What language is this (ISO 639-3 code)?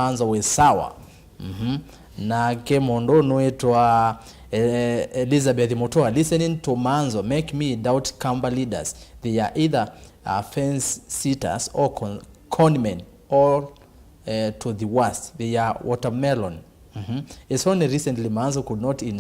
kam